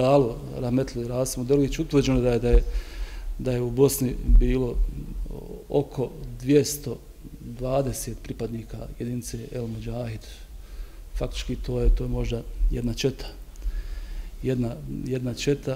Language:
Bosnian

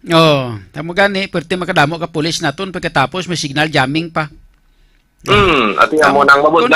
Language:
Hiligaynon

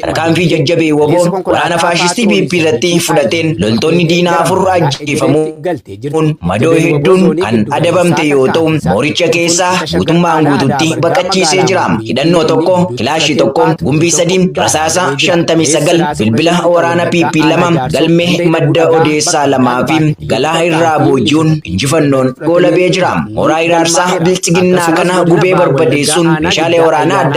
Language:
Oromo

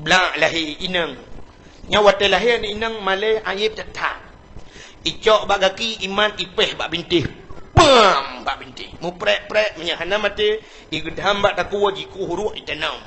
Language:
Achinese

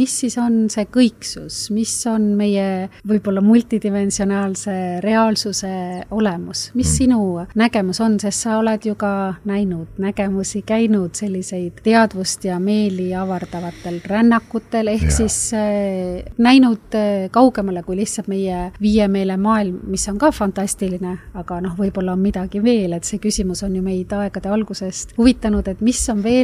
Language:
Estonian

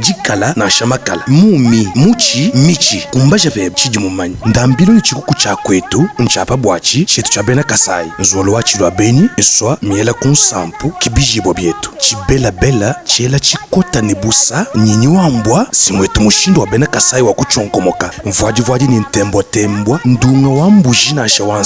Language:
Luba-Lulua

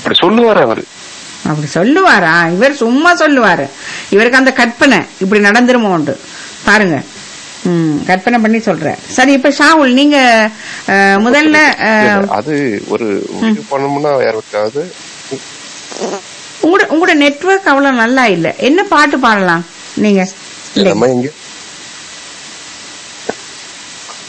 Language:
Tamil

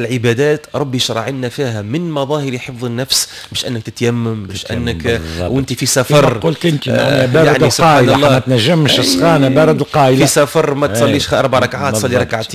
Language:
Tunisian Arabic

